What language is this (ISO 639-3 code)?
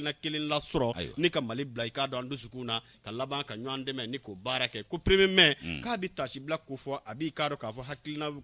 bam